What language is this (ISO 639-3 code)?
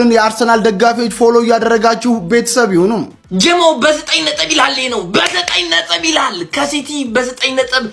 amh